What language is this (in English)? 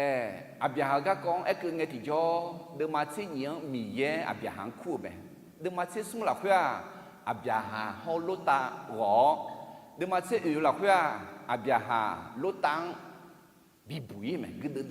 Akha